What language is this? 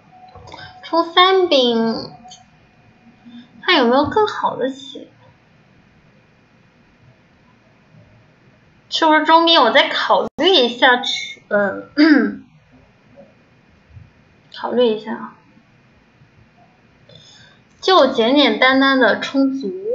Chinese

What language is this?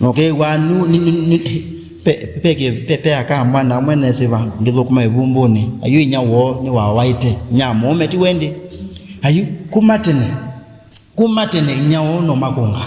Kamba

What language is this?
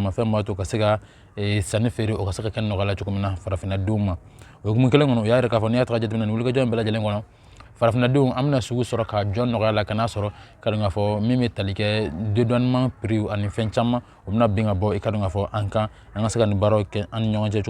Bambara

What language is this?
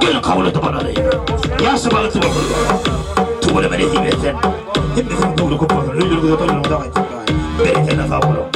Turkmen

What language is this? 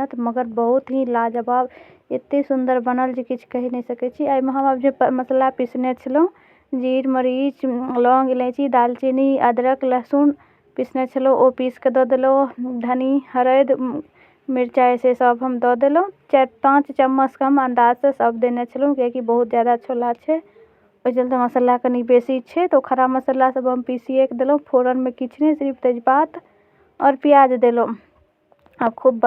Maithili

